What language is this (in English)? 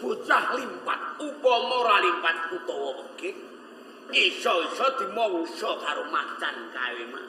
Javanese